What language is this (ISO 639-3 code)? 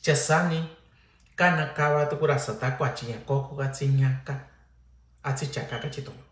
mix